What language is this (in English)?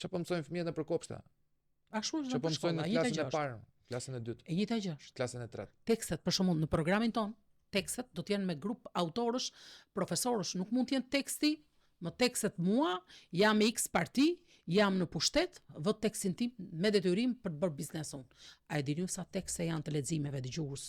Albanian